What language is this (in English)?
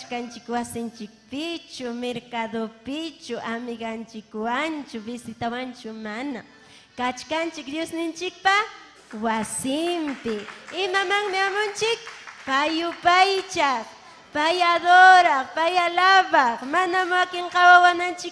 Ayacucho Quechua